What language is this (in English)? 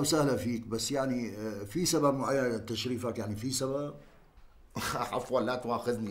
North Levantine Arabic